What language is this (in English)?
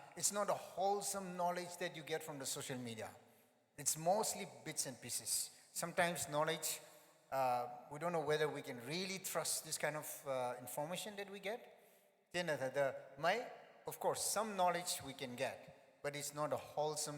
Tangkhul Naga (India)